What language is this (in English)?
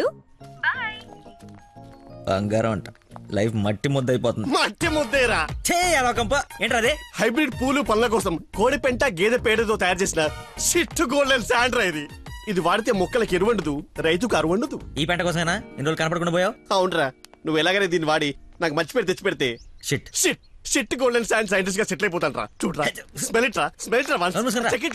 Telugu